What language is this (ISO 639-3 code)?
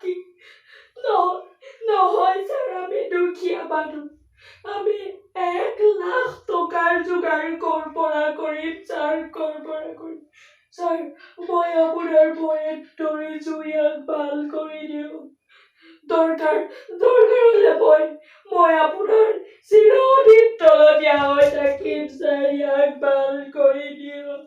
asm